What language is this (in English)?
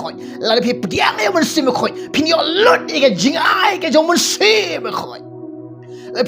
Khasi